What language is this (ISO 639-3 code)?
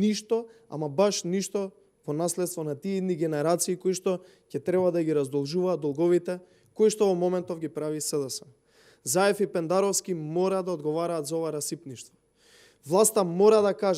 mkd